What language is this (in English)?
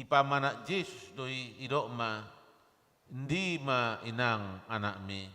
Batak Toba